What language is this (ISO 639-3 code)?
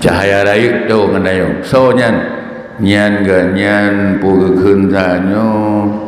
ace